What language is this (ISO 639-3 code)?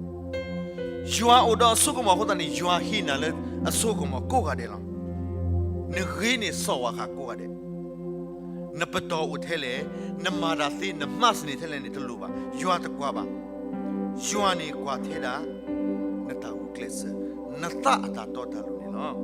ksw